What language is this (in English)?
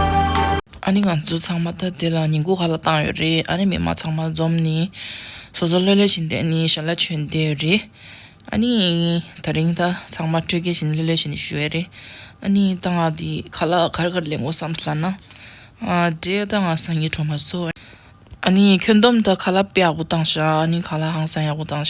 Tibetan